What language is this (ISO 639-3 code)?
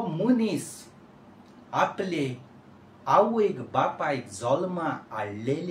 kok